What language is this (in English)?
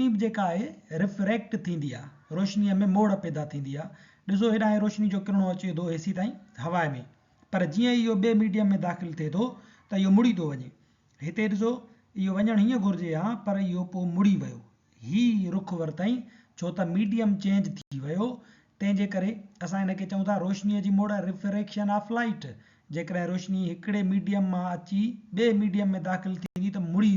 Sindhi